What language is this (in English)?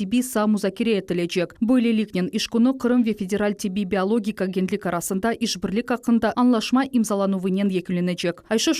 Crimean Tatar